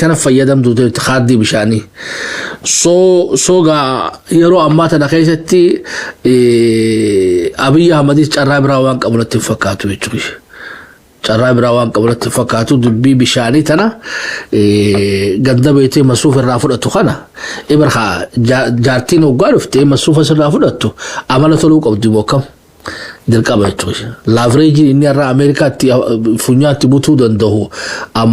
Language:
Oromo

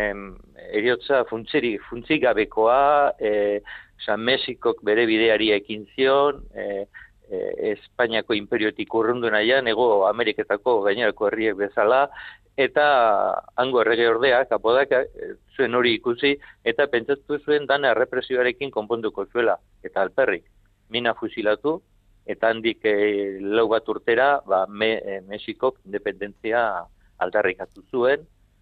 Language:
Basque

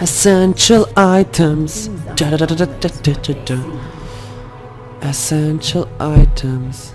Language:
Swiss German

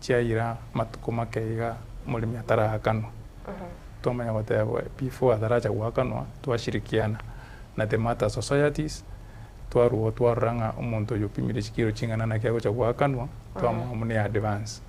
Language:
Gusii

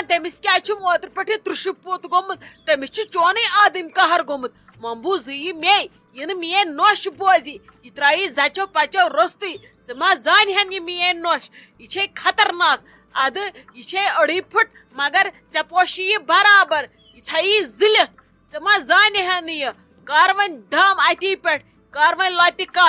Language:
Kashmiri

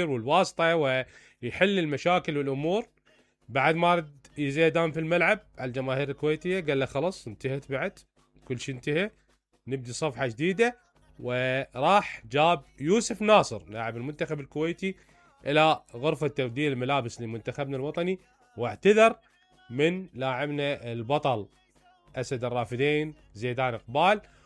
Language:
Mesopotamian Arabic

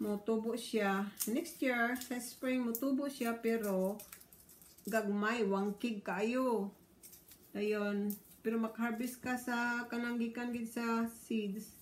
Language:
Cebuano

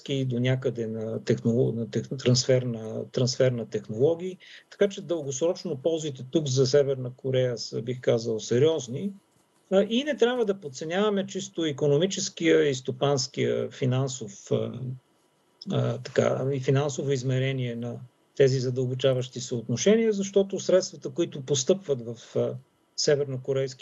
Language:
Bulgarian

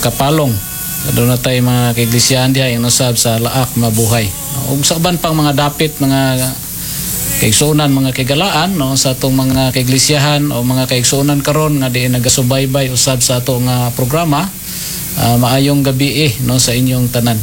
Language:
Cebuano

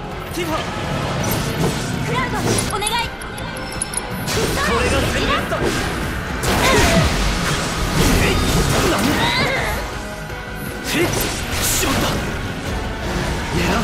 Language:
Japanese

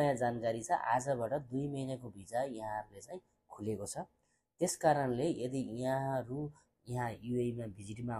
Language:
Nepali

